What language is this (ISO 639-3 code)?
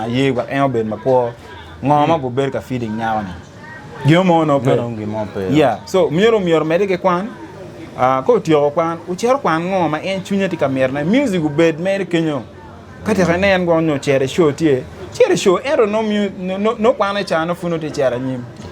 ach